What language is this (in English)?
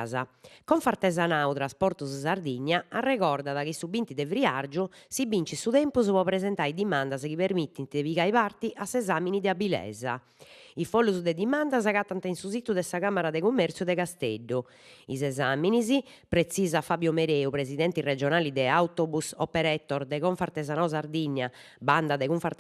Sardinian